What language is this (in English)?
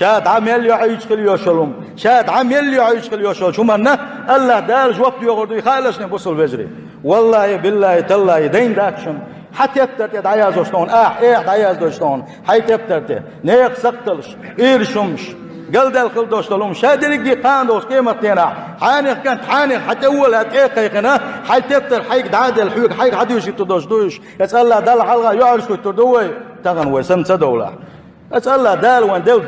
Chechen